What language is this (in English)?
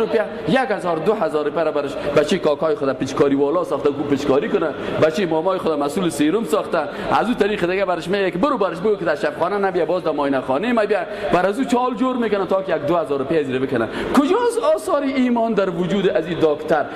Persian